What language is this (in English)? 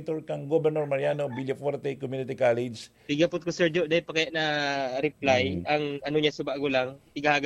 Bikol